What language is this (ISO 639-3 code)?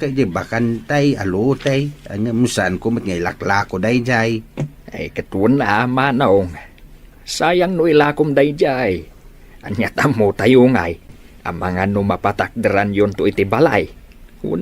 ilo